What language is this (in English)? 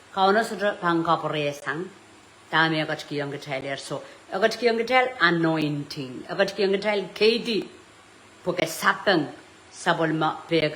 Pohnpeian